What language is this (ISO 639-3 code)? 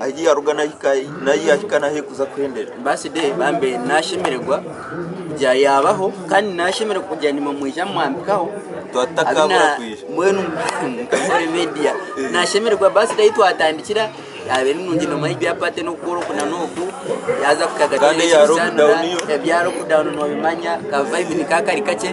nyn